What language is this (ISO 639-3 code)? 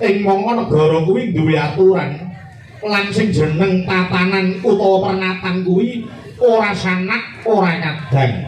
jav